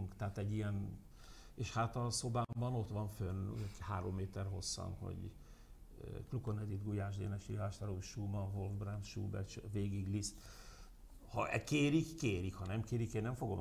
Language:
Hungarian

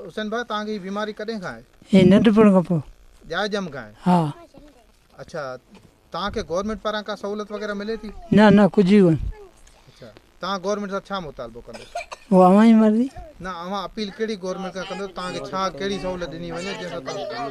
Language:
Sindhi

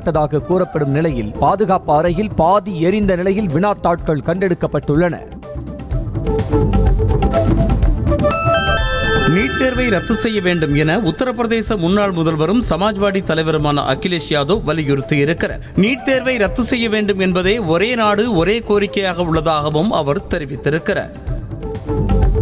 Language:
Tamil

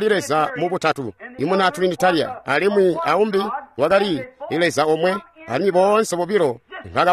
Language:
Tonga (Zambia)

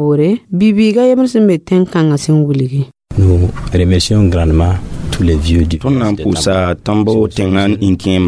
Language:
Mossi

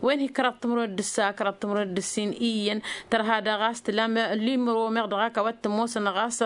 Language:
Tamasheq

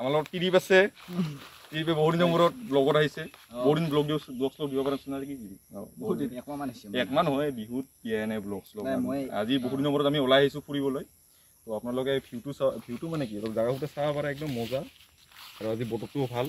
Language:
Assamese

